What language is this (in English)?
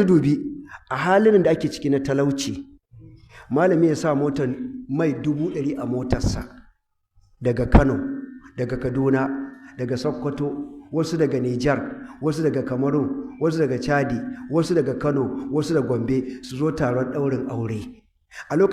Hausa